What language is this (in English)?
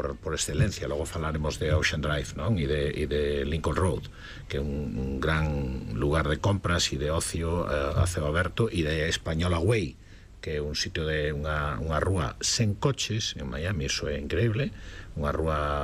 Galician